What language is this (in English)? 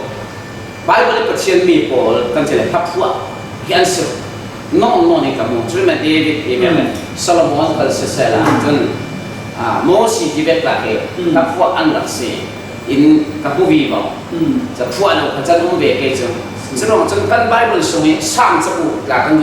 Falam Chin